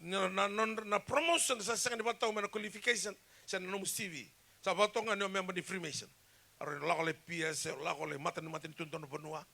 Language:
Fijian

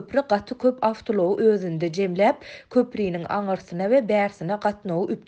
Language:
Turkmen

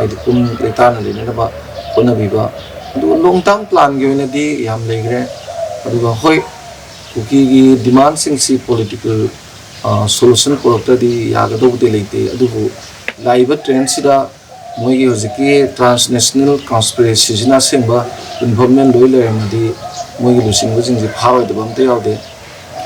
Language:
Manipuri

